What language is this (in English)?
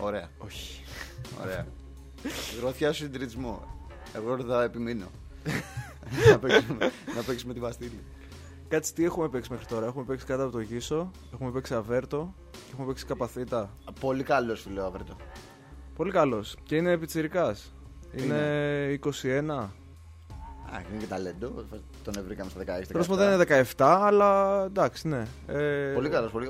Greek